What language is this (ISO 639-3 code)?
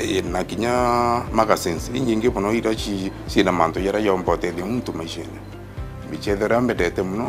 mer